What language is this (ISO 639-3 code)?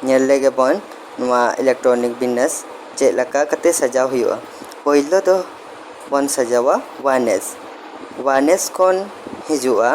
sat